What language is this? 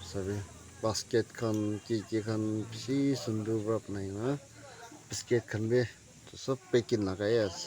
Naga Pidgin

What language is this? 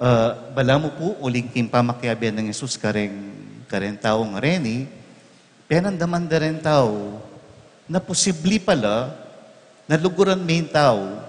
Pampanga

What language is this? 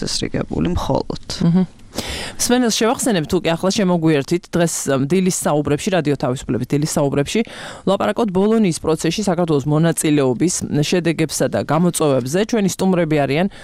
Georgian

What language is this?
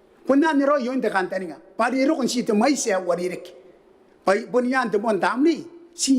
Gilbertese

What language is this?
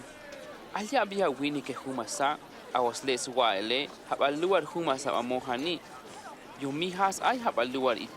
Tojolabal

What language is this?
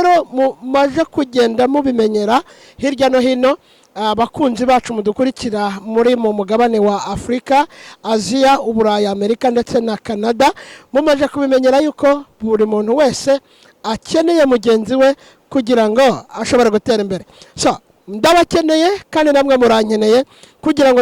Kinyarwanda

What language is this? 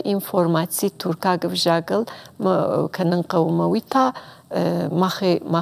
Ossetic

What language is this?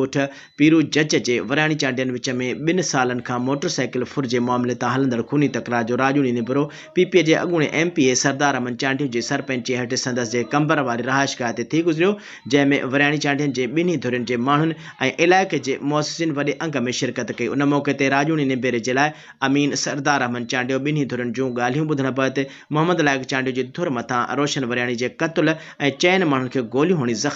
Sindhi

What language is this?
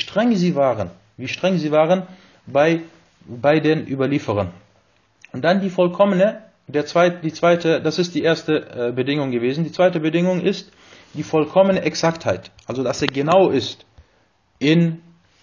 German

